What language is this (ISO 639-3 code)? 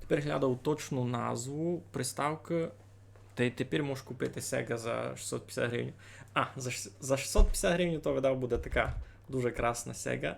rue